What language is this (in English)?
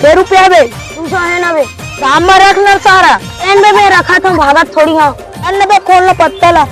Chhattisgarhi